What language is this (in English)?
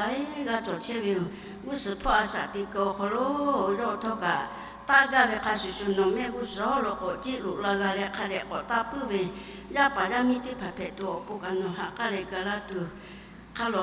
Lahu